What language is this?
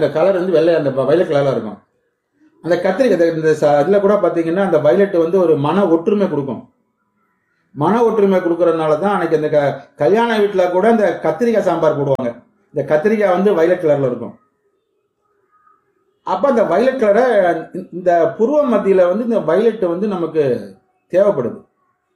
Tamil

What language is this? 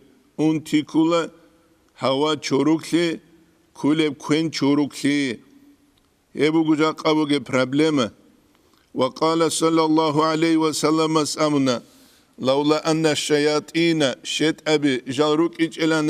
Avaric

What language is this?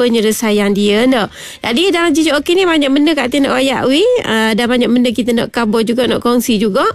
Malay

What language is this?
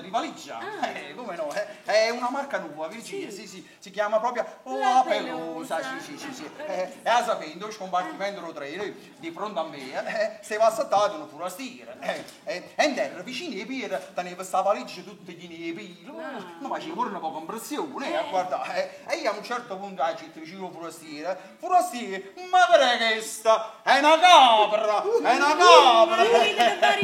Neapolitan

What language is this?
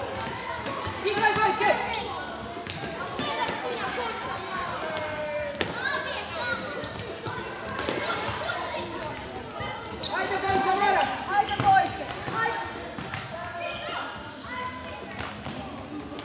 Croatian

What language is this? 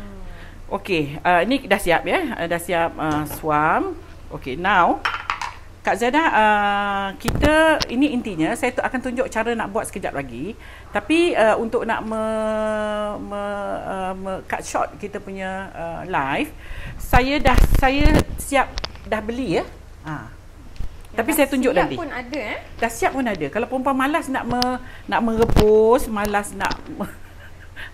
Malay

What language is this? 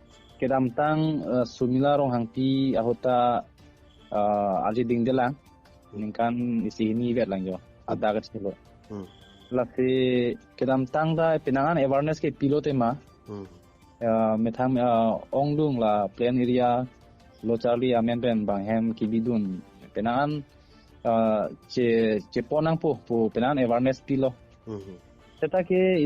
Karbi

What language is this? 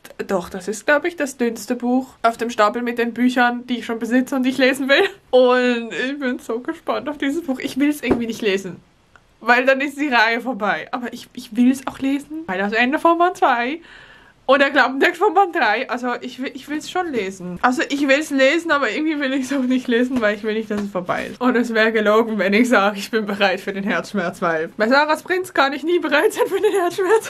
German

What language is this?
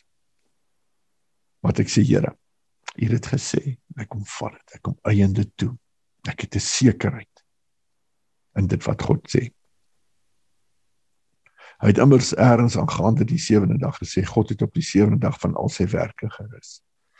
Afrikaans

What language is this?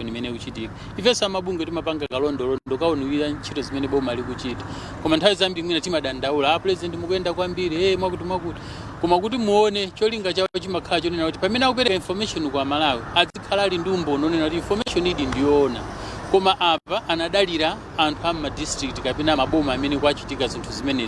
Nyanja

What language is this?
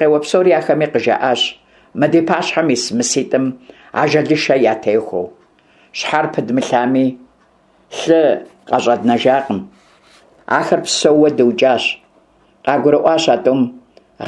Kabardian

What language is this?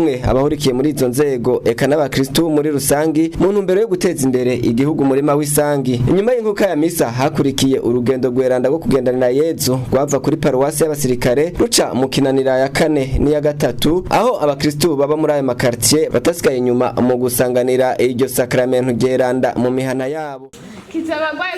Rundi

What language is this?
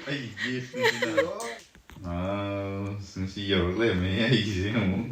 Manipuri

